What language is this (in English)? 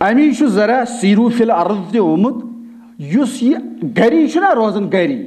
Kashmiri